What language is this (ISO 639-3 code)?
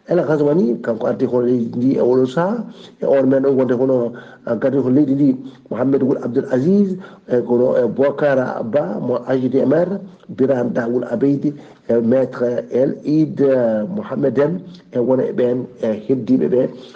ful